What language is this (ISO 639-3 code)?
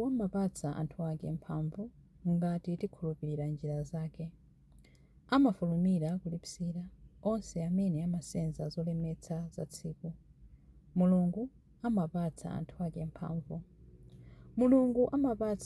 nya